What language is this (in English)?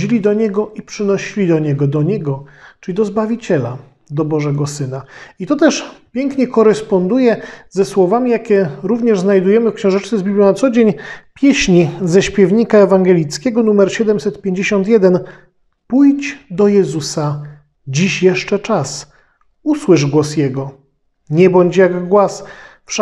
Polish